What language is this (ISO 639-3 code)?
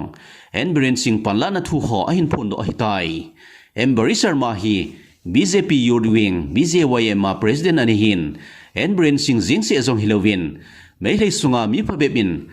tcz